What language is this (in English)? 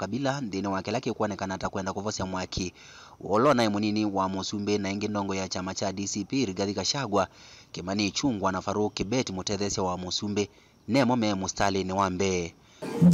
Kamba